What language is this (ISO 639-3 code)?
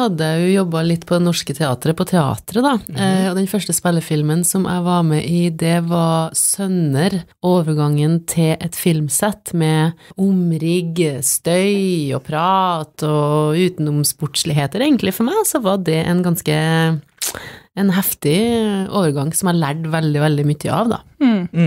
nor